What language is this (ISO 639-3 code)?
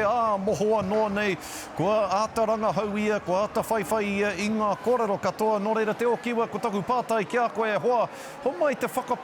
mri